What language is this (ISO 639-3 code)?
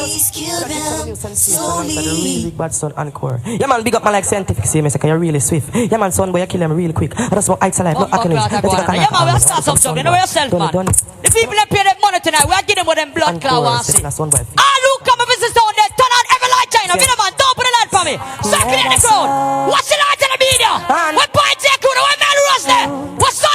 jam